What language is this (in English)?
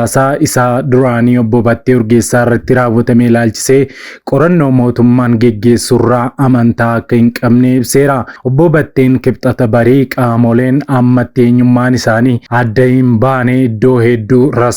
Oromo